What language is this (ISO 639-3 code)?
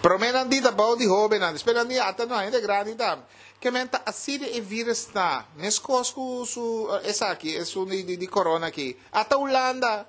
pap